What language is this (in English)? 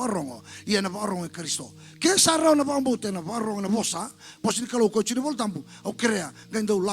Fijian